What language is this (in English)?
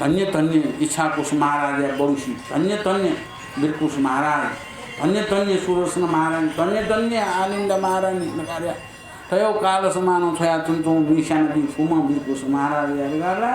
Newari